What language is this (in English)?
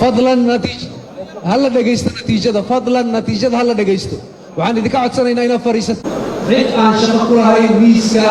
Somali